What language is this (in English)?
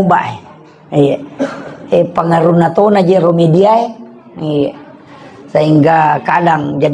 Buginese